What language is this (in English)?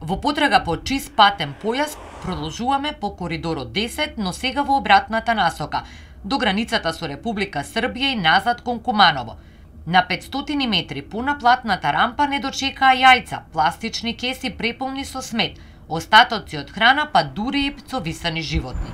Macedonian